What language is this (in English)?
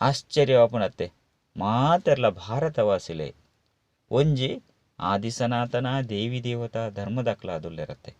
Tulu